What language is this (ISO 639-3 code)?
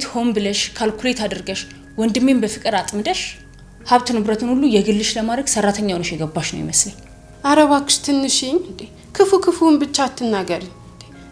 amh